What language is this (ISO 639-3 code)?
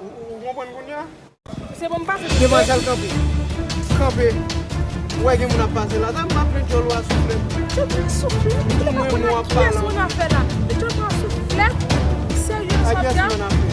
hat